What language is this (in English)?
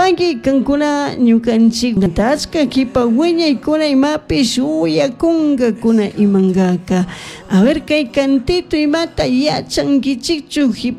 Chimborazo Highland Quichua